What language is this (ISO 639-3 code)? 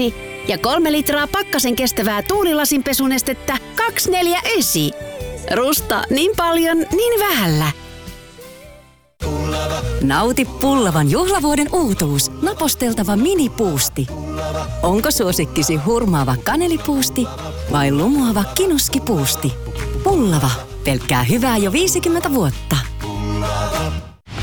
fin